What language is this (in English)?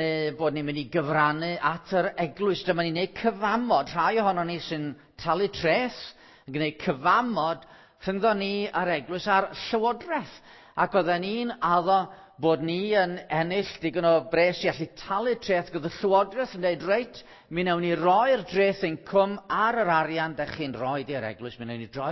Welsh